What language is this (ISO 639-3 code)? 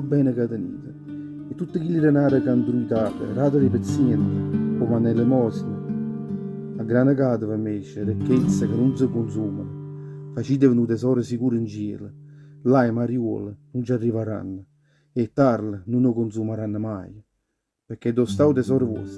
nap